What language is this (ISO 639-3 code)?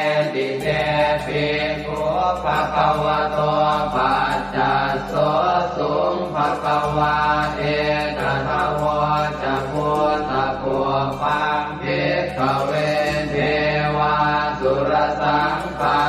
pli